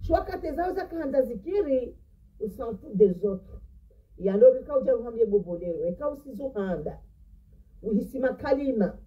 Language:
Ngazidja Comorian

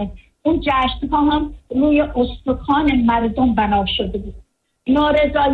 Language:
Persian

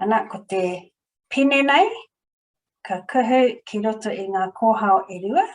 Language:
Māori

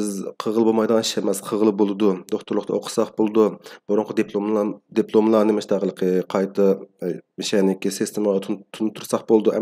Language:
Uyghur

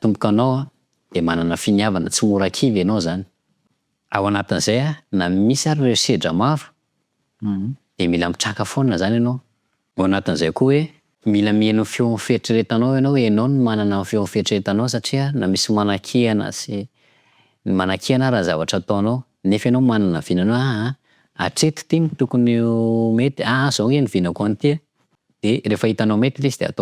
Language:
Malagasy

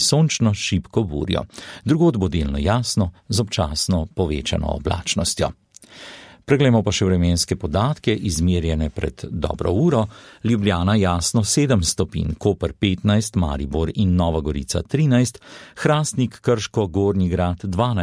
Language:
Slovenian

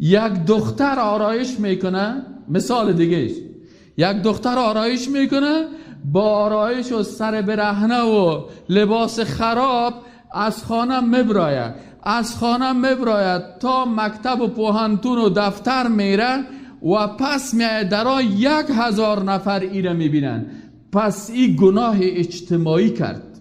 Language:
Persian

